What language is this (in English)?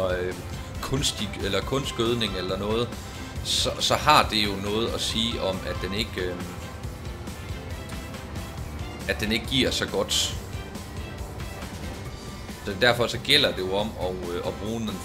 Danish